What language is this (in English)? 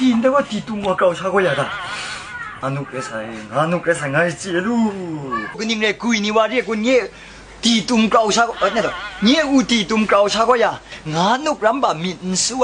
Kachin